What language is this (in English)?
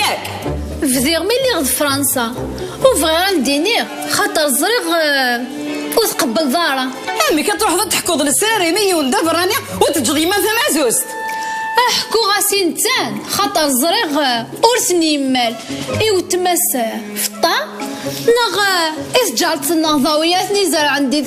Kabyle